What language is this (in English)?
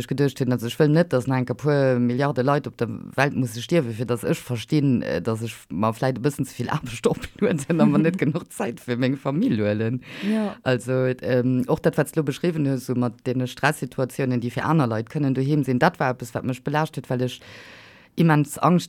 Luxembourgish